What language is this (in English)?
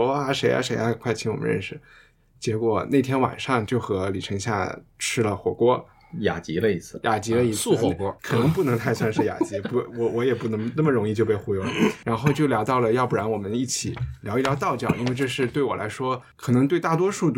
Chinese